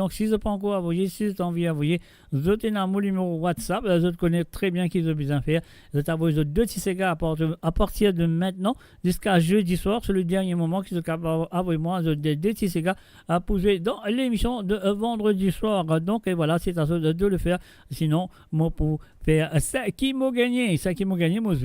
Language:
Morisyen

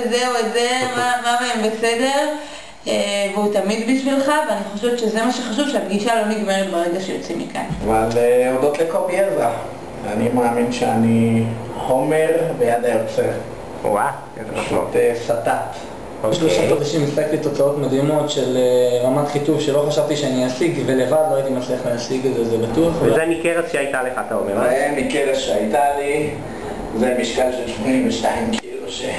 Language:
Hebrew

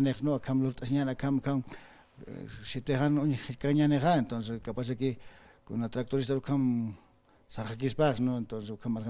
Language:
Aymara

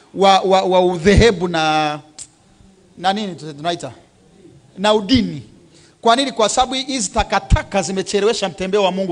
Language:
Swahili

